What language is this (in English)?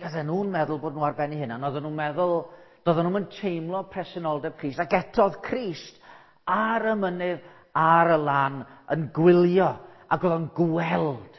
Welsh